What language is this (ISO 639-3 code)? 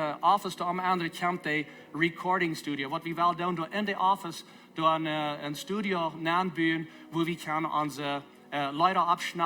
pdt